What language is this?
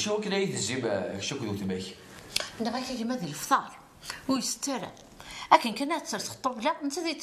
Kabyle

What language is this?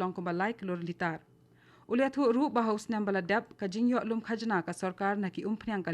Khasi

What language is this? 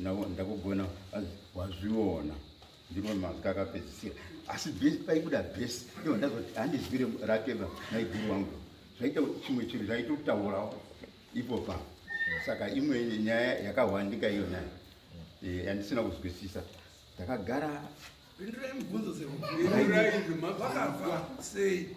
Shona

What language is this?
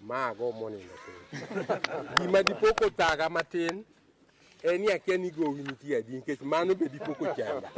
Luo (Kenya and Tanzania)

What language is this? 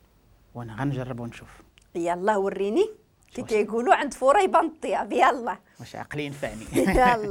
Moroccan Arabic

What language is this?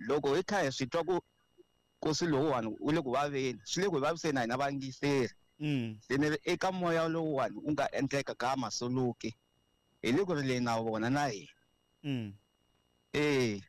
Tsonga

